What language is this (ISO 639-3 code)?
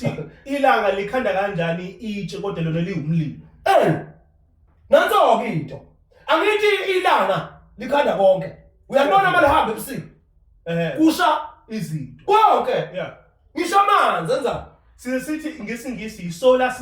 zul